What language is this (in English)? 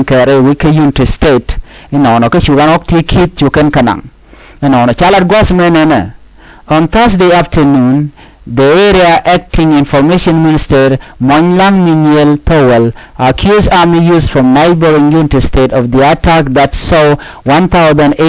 Nuer